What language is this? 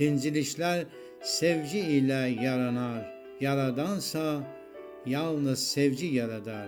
South Azerbaijani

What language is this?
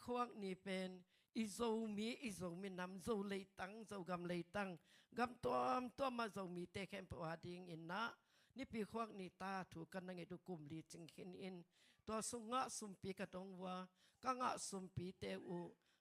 Tedim Chin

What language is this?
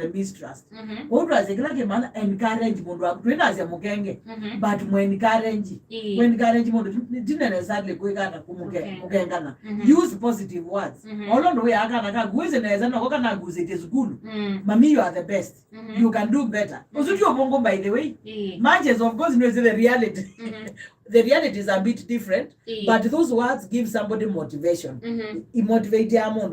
Kamba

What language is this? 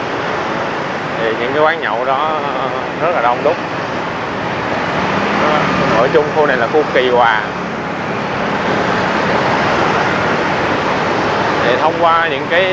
Vietnamese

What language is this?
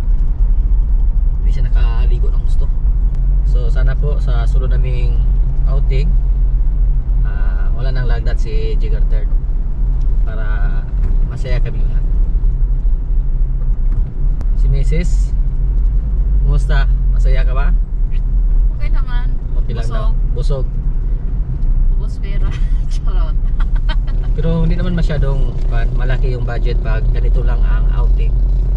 Filipino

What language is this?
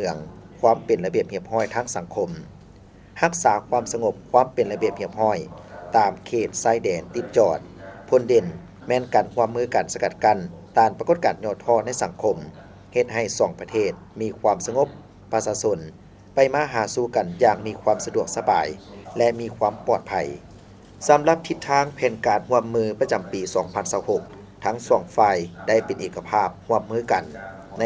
Lao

